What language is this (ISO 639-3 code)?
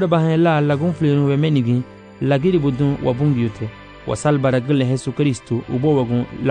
cab